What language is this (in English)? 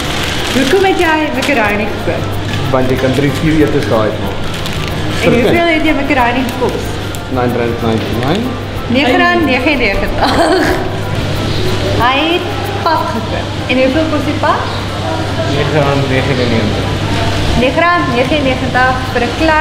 Afrikaans